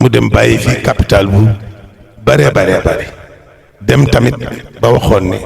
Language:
Wolof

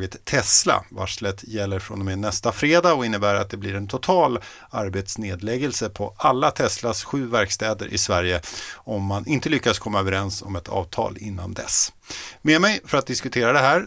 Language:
Swedish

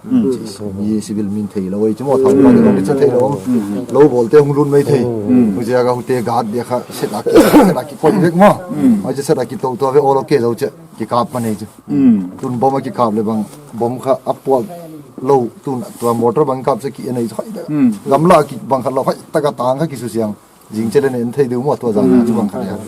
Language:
Paite Chin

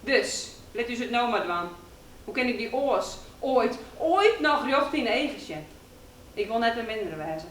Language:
Western Frisian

